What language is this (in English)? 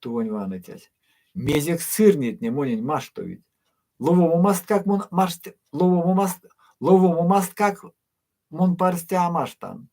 Erzya